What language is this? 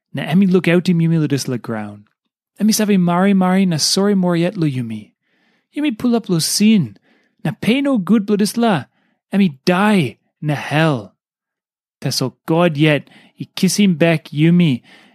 Tok Pisin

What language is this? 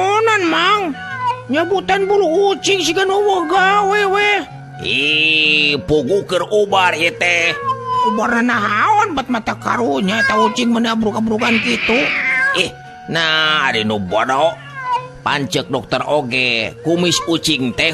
Sundanese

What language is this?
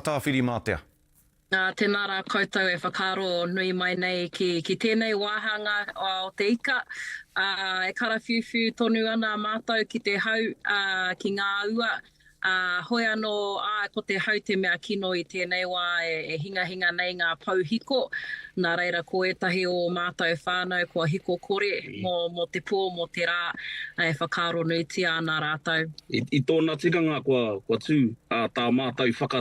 Māori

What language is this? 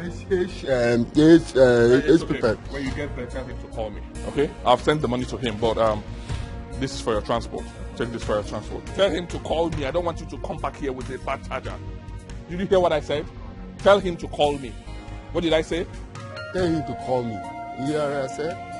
Nigerian Pidgin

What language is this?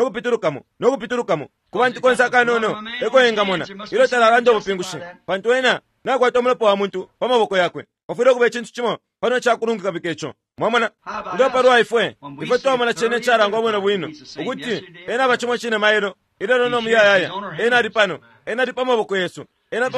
Bemba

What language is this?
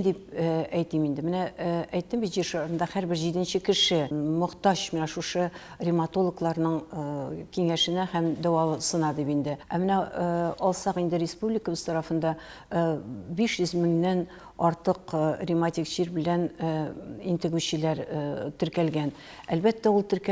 Tatar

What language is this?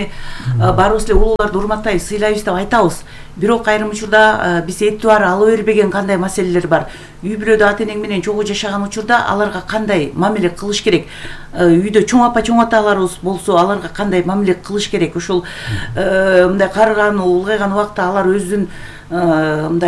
Kyrgyz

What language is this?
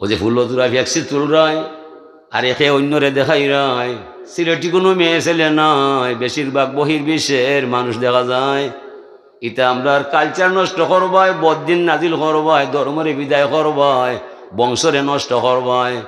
Sylheti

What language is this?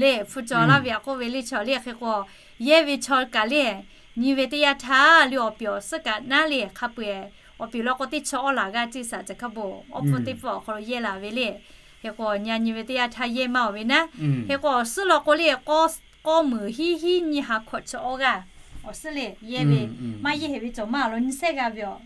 Lahu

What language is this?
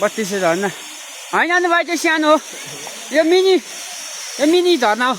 Nepali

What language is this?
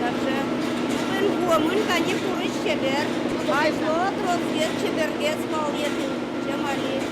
Udmurt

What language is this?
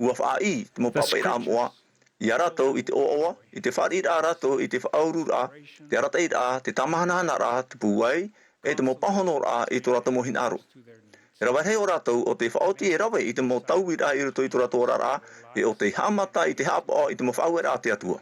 Tahitian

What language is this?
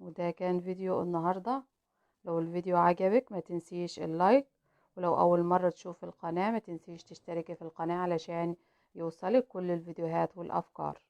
Egyptian Arabic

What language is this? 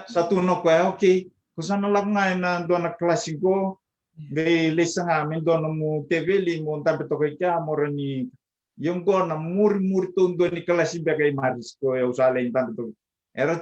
Fijian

